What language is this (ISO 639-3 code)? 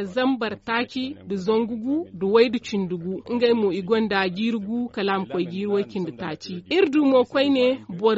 dje